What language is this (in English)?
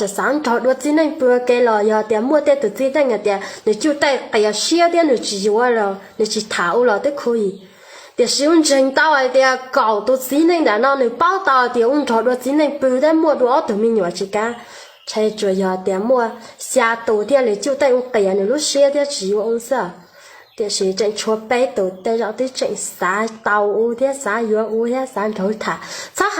Hmong